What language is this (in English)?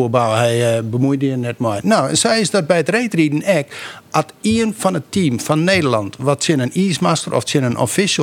Western Frisian